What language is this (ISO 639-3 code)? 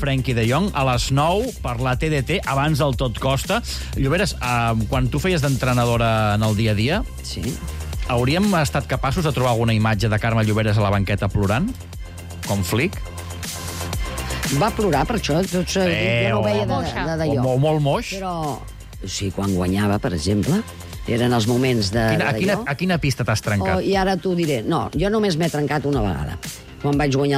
cat